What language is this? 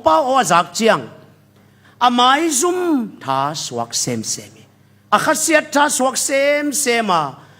Tedim Chin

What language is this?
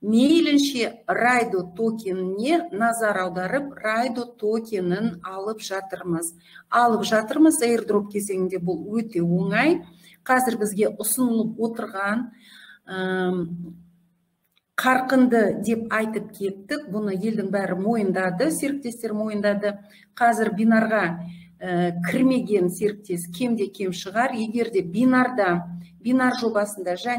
Kazakh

